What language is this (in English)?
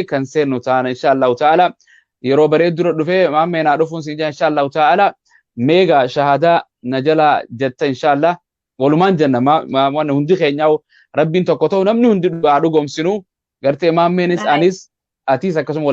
Oromo